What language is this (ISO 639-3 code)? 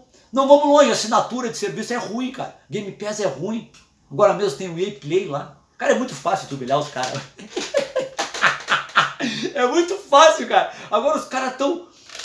por